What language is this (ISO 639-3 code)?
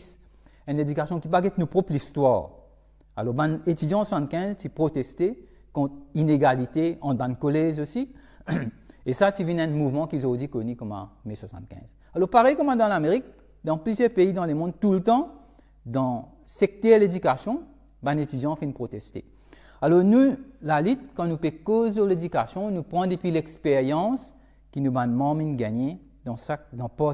mfe